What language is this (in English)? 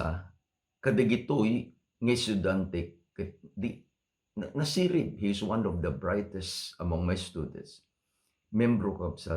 Iloko